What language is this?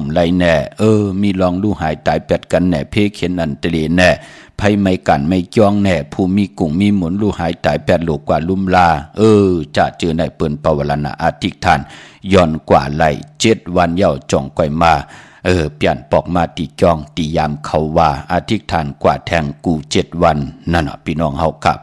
Shan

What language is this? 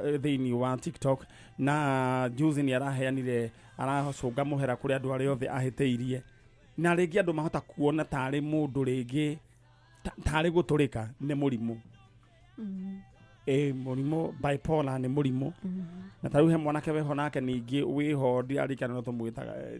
Kikuyu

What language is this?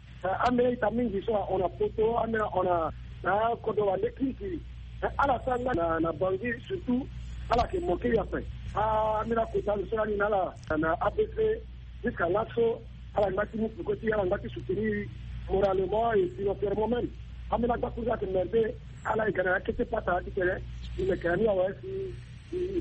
Sango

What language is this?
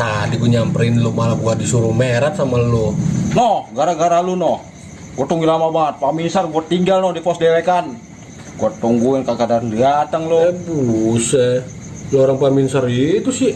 Betawi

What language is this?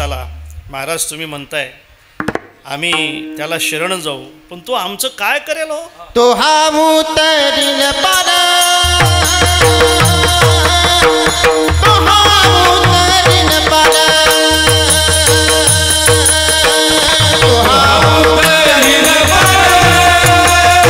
Marathi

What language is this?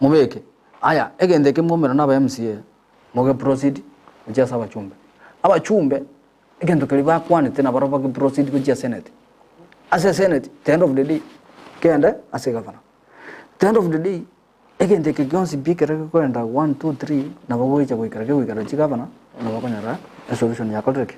Gusii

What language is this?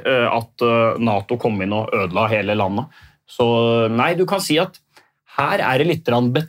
Norwegian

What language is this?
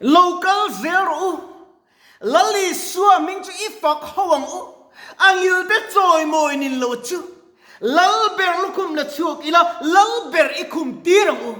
Mizo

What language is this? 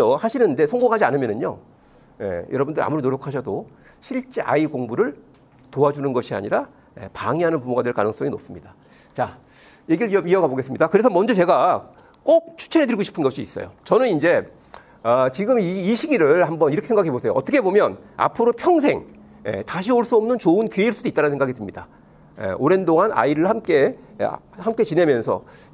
Korean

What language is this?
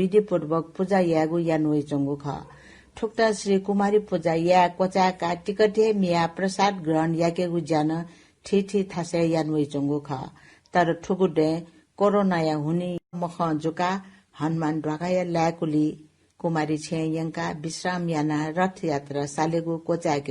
Newari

